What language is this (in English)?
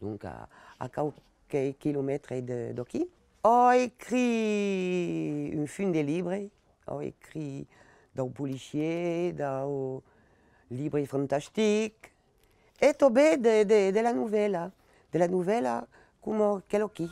Occitan